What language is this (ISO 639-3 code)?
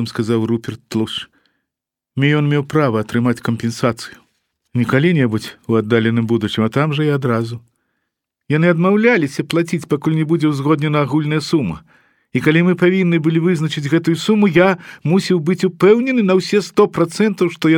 bel